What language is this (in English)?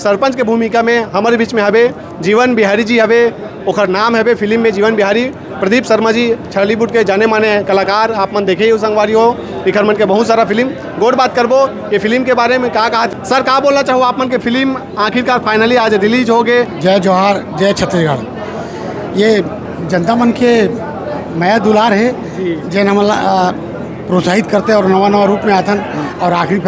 Chhattisgarhi